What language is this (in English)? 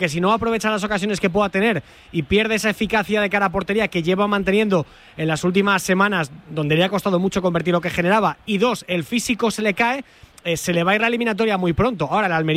Spanish